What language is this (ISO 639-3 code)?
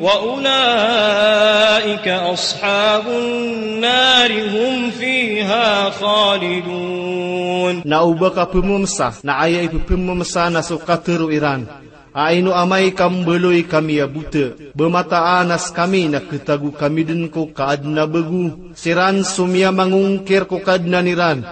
mrw